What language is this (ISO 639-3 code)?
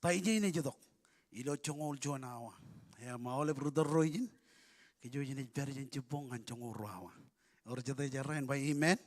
mah